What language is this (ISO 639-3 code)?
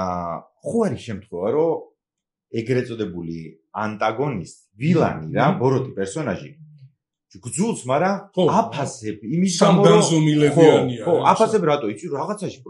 kat